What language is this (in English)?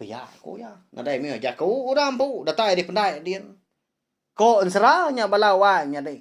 Iban